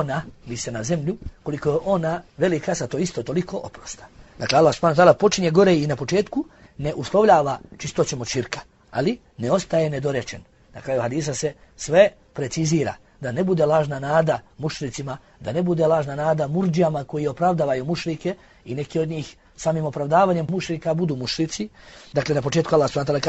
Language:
Bosnian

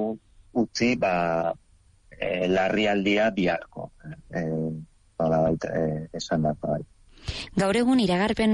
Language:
Basque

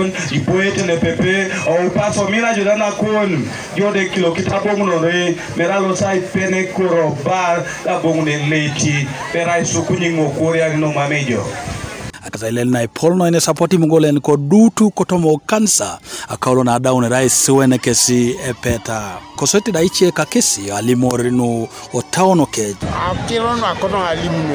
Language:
Teso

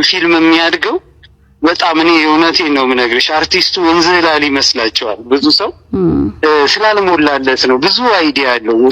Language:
Amharic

